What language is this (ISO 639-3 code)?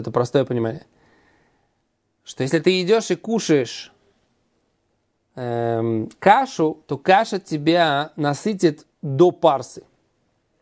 rus